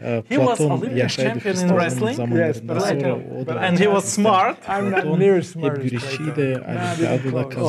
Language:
Gagauz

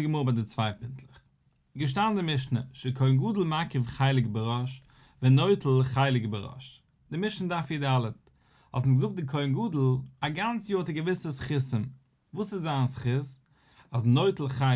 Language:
Yiddish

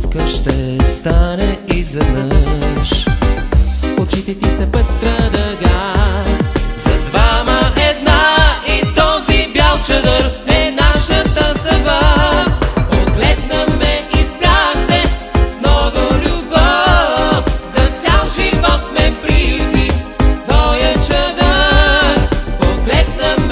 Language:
Bulgarian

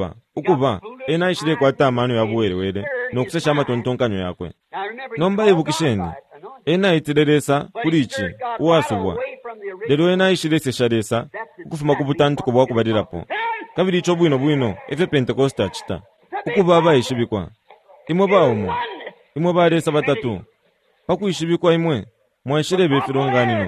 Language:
Bemba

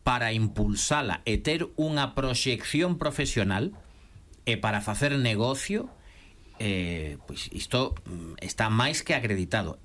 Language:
Galician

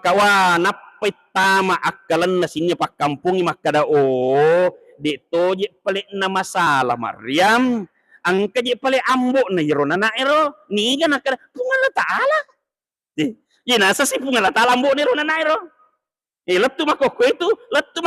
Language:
Buginese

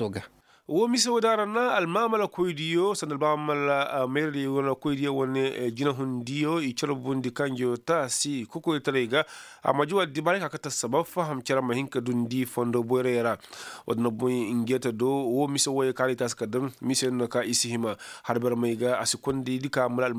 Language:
Koyraboro Senni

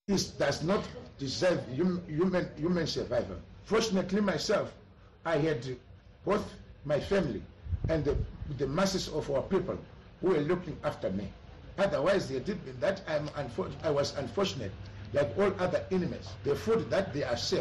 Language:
North Ndebele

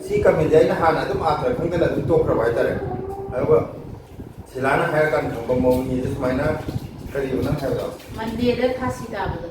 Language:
Manipuri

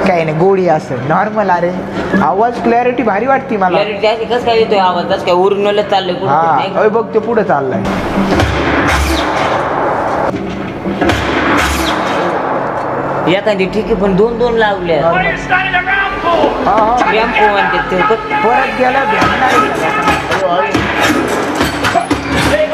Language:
Marathi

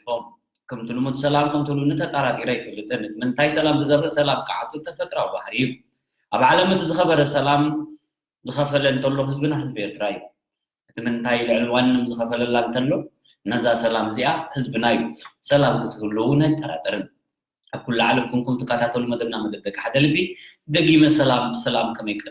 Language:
Tigrinya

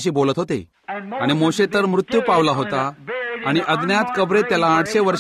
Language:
Marathi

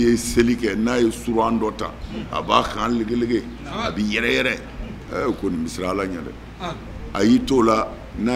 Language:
Bambara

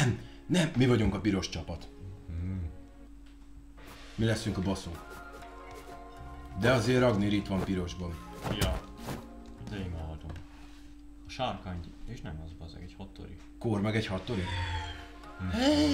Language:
Hungarian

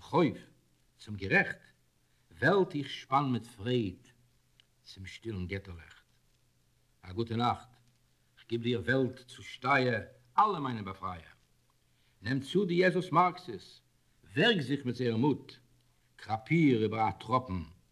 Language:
Yiddish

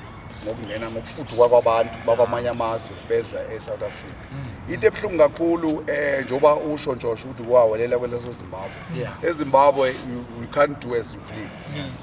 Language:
Zulu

